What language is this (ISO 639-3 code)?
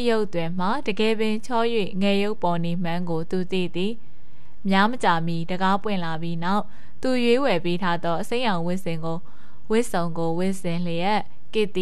mya